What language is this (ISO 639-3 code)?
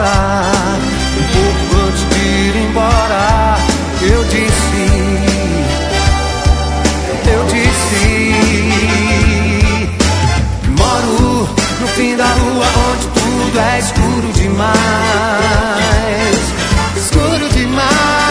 por